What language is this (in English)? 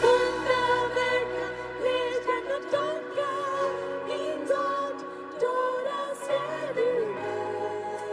Plautdietsch